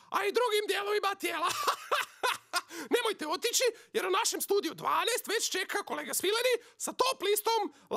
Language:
Croatian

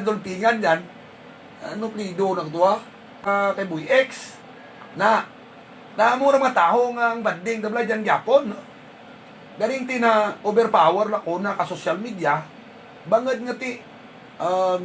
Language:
Hiligaynon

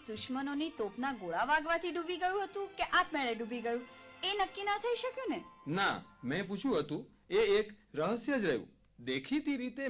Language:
Gujarati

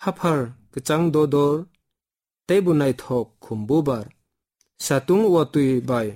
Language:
Kok Borok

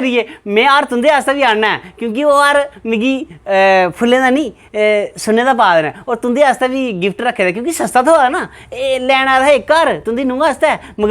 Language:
Dogri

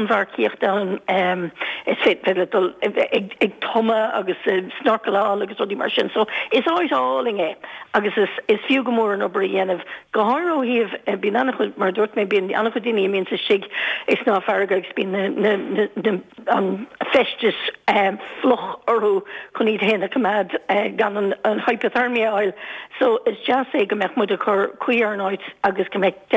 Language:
Irish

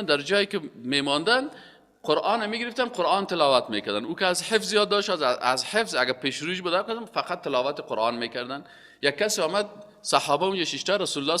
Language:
Persian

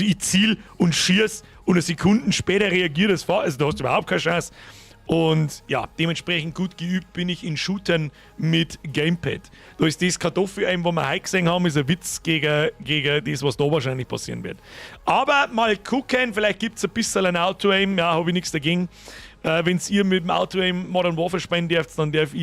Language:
Bavarian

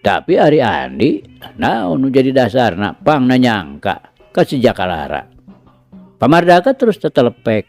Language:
Sundanese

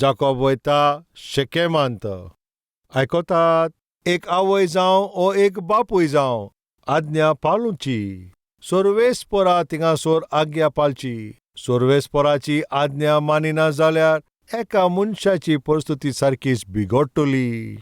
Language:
Konkani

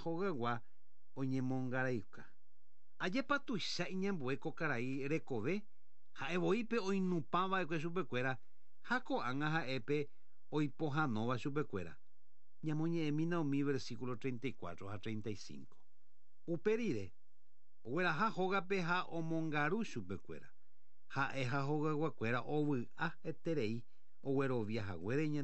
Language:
Guarani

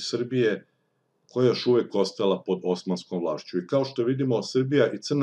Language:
Serbian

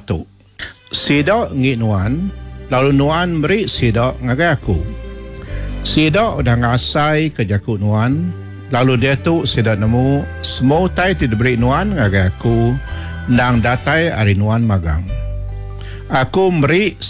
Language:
Iban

